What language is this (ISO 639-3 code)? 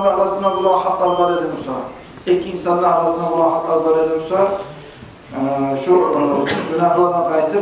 kum